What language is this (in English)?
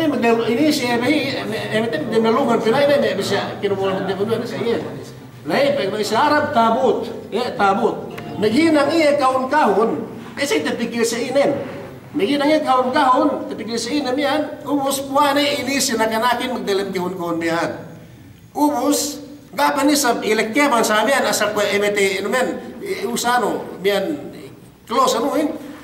Yakan